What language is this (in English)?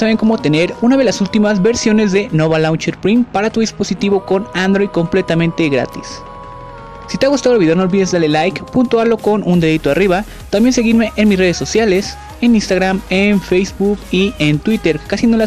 Spanish